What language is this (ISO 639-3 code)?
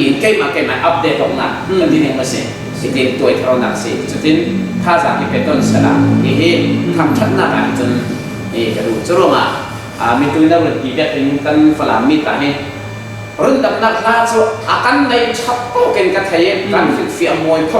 cfm